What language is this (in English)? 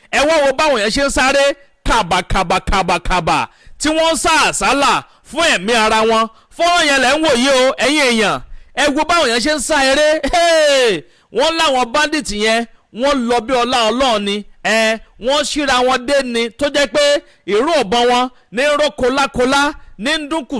Yoruba